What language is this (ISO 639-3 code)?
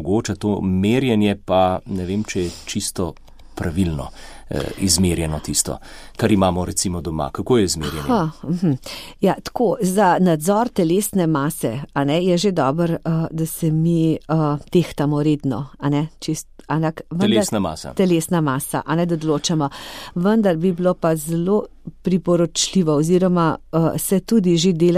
slv